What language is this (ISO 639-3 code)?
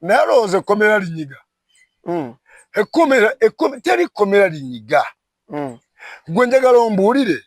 lug